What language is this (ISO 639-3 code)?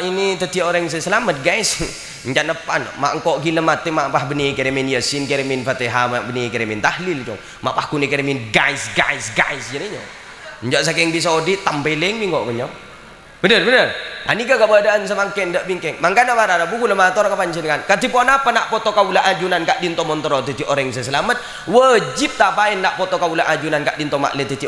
mad